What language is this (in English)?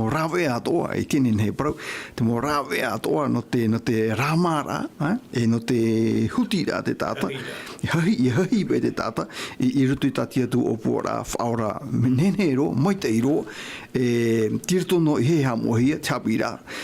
Tahitian